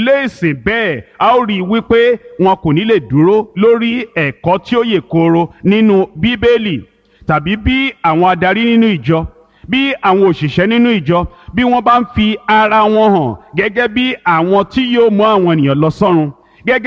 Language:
Yoruba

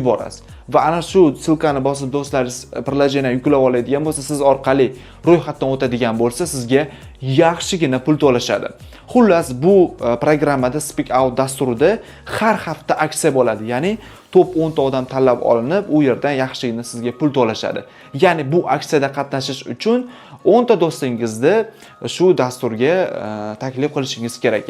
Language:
Uzbek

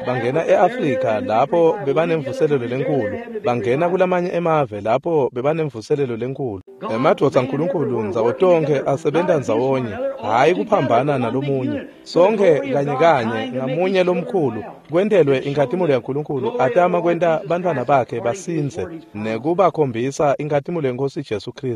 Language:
Swati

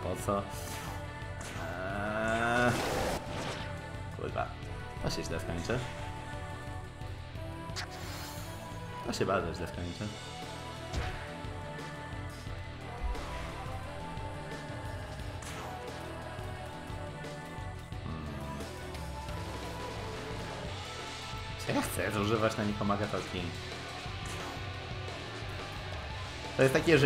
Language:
Polish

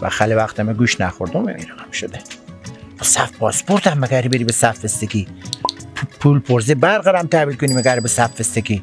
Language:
Persian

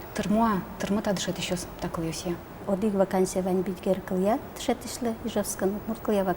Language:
Udmurt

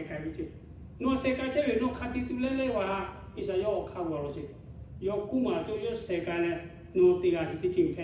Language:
Lahu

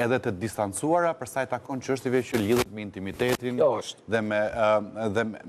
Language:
Albanian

